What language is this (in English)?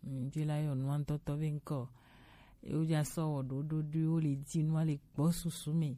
Gen